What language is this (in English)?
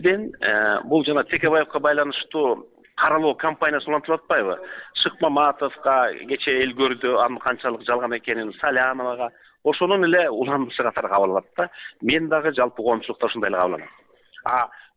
Kyrgyz